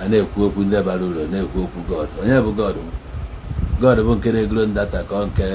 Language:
Igbo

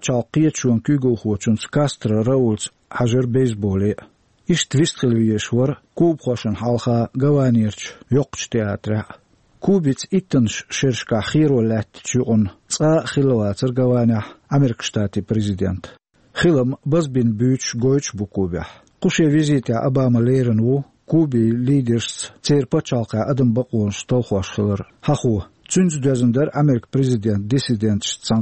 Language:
Chechen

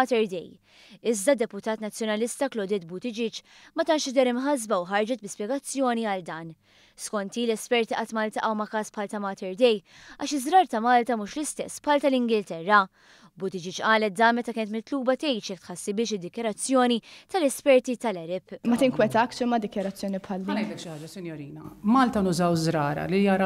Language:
Maltese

